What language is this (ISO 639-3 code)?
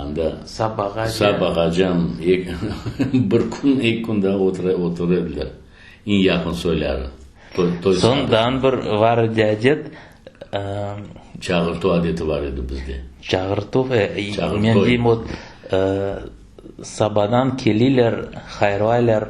crh